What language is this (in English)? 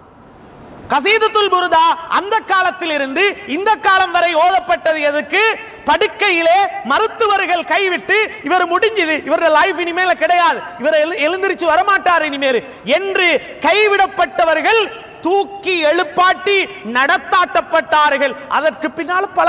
Tamil